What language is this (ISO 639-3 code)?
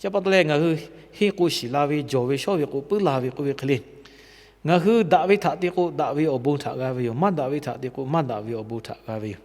lhu